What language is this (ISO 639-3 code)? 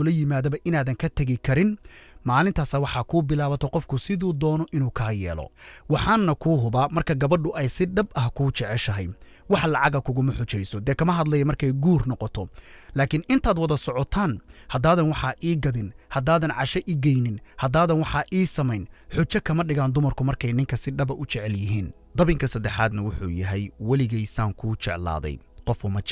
som